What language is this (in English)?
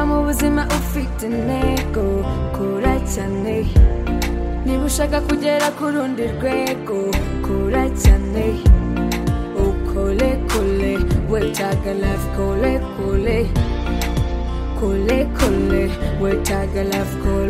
Kinyarwanda